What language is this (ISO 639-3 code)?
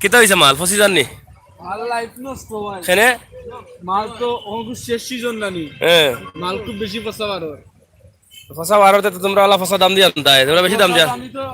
syl